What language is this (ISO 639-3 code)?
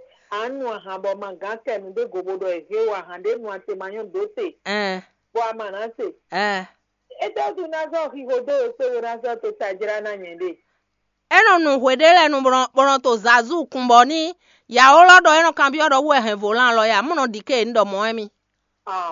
fon